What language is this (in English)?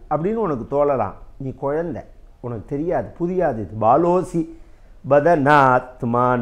Tamil